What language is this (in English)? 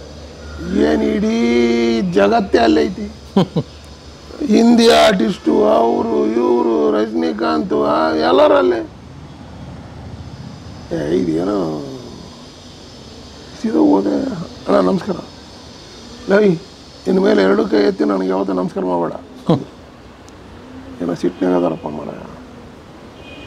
Kannada